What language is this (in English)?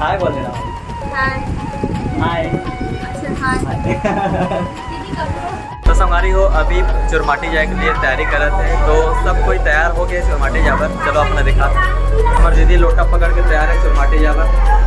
Chhattisgarhi